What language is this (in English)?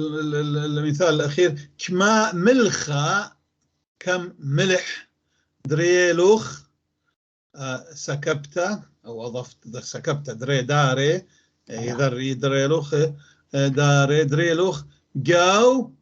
North Levantine Arabic